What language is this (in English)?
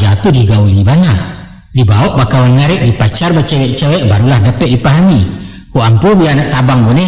Minangkabau